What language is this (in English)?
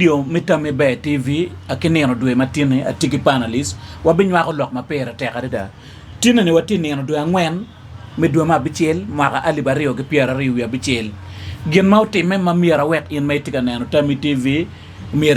Acoli